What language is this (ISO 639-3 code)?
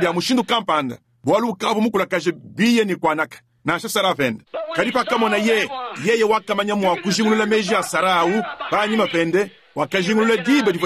lua